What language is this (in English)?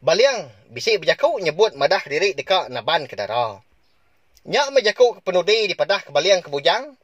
Iban